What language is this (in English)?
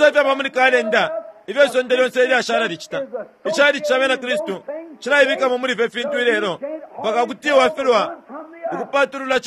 Bemba